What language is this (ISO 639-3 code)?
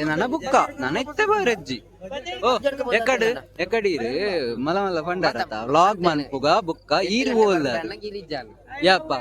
tcy